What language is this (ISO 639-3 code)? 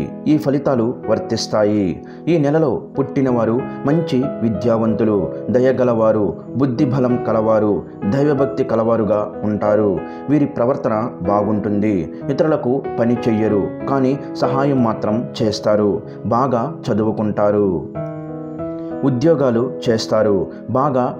tel